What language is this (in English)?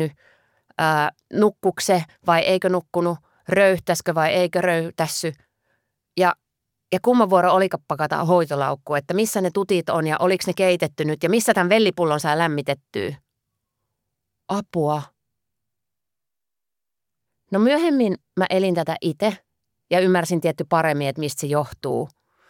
Finnish